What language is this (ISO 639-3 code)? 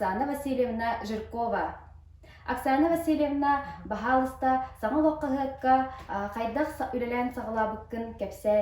sah